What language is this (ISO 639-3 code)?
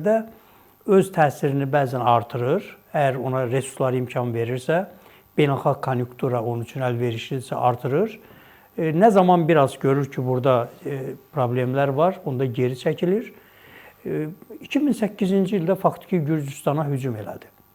aze